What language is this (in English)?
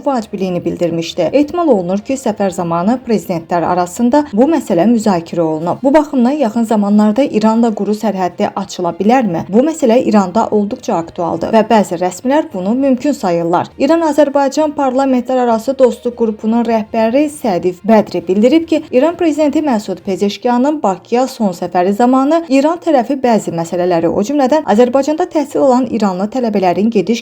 Azerbaijani